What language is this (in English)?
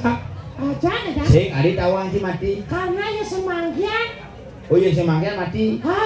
Balinese